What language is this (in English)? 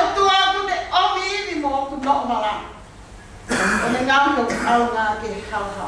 Tongan